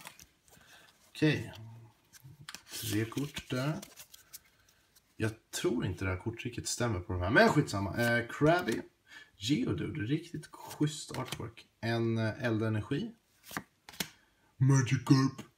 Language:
Swedish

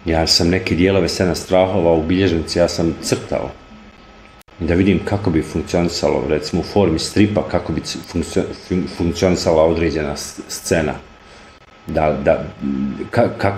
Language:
Bosnian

